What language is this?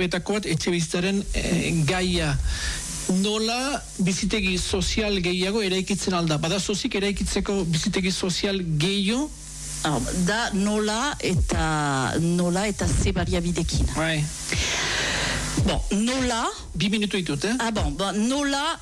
Basque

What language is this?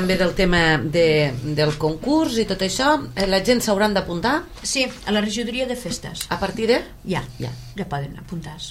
Catalan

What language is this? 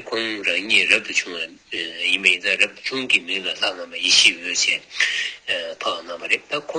Tibetan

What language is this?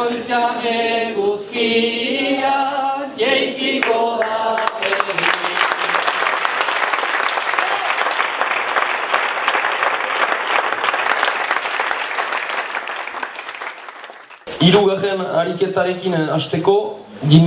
Basque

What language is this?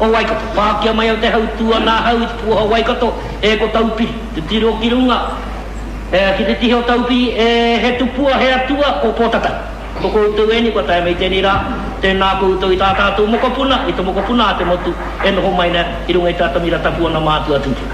Māori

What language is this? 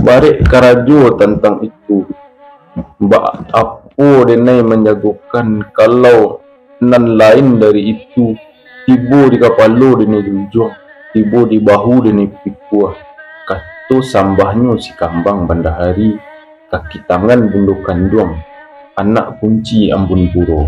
Minangkabau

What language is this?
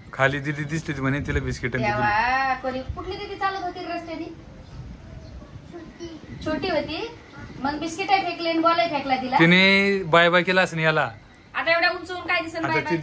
Marathi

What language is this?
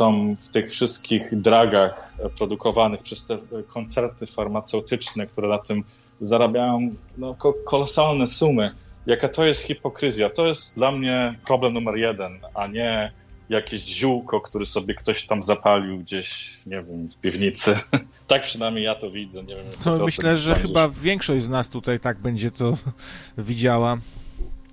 Polish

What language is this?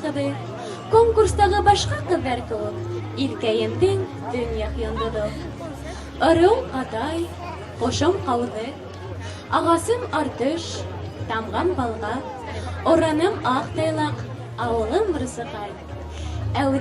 Bashkir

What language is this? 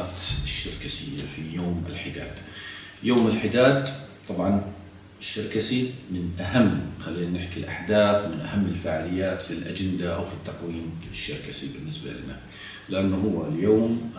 South Levantine Arabic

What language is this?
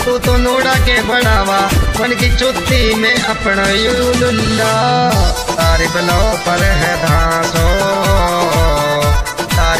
Hindi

